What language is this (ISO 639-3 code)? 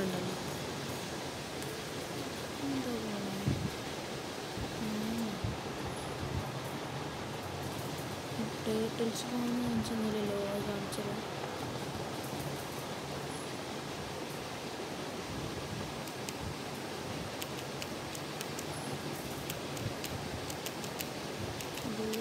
mal